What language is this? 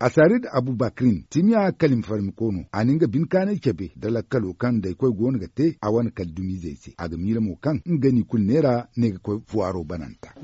Zarma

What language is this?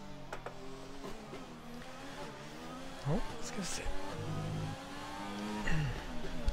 Swedish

